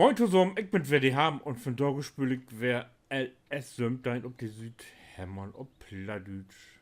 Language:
Low German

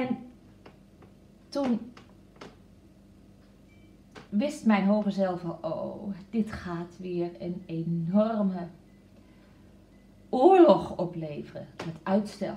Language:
Dutch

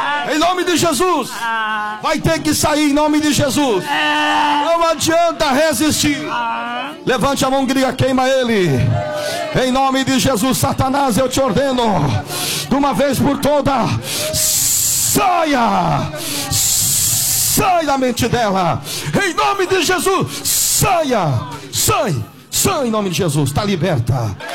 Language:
Portuguese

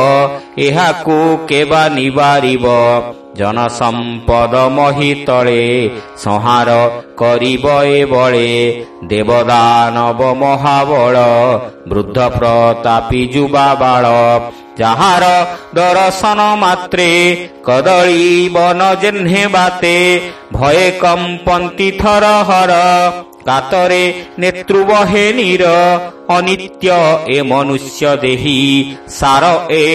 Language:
Odia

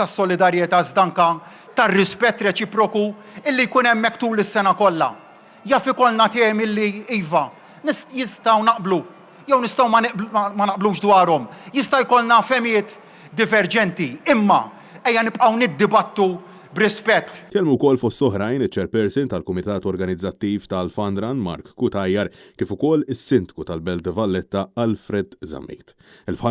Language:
Maltese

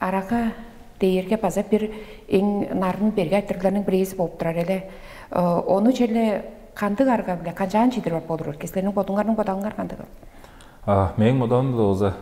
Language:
Tuvinian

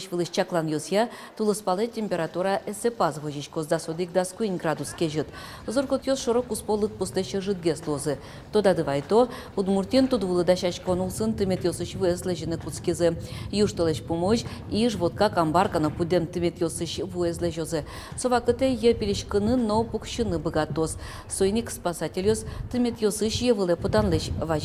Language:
Udmurt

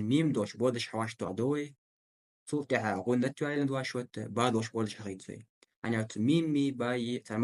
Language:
Ingush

